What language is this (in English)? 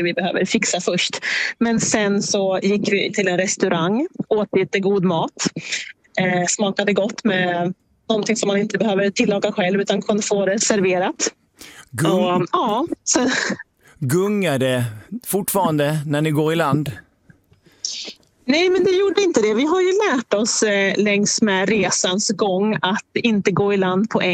Swedish